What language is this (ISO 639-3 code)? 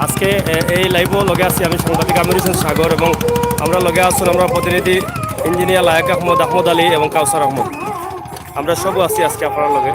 syl